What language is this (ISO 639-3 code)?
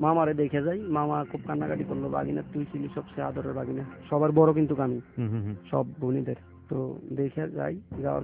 ben